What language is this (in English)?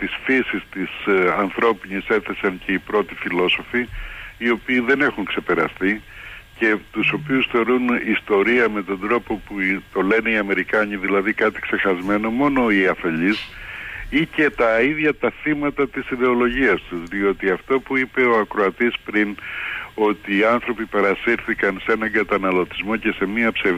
Greek